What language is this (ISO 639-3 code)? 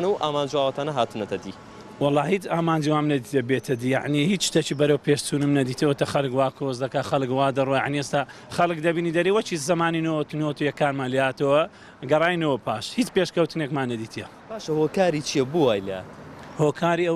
ckb